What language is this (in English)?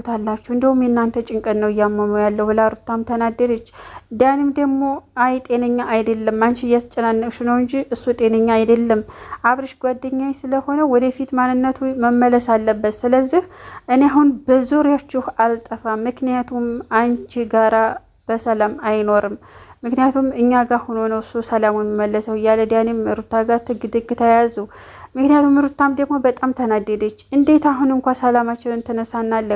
Amharic